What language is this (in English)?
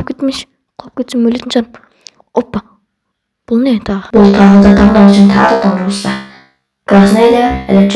Kazakh